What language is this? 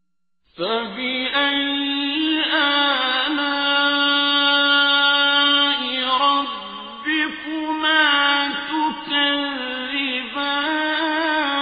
Arabic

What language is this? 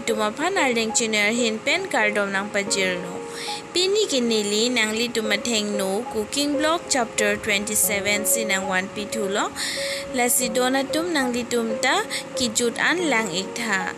Karbi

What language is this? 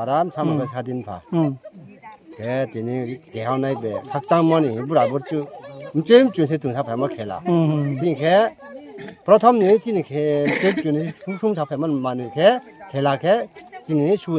Riang (India)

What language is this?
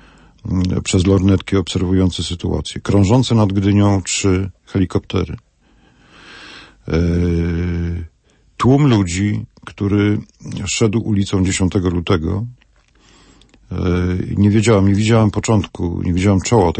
Polish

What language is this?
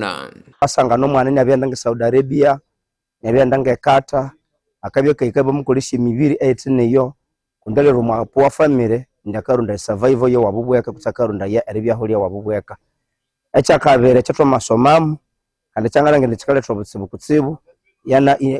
Nyankole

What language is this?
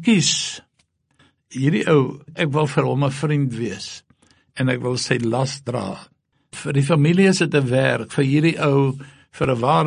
Afrikaans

